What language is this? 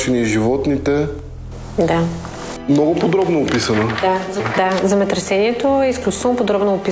Bulgarian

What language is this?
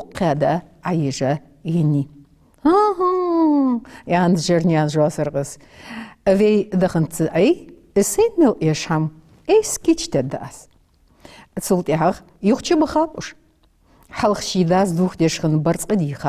Ingush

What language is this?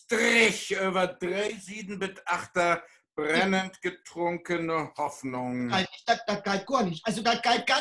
Low German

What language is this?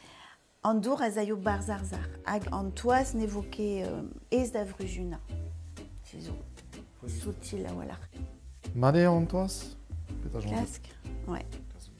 Breton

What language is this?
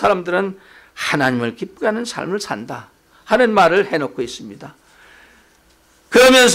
Korean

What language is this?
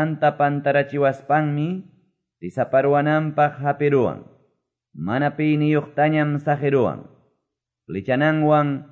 Quechua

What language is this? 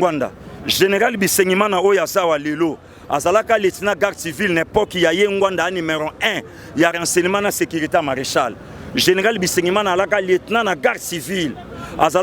Lingala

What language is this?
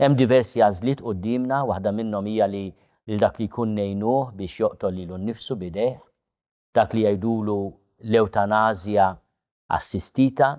Maltese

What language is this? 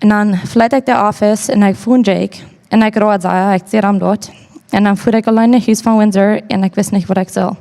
Plautdietsch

